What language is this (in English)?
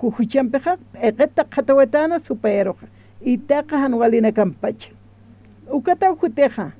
Aymara